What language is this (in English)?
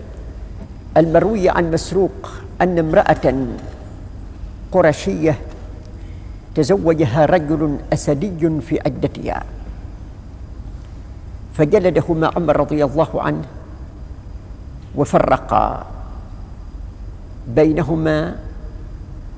Arabic